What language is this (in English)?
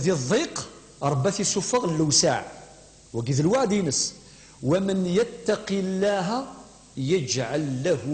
Kabyle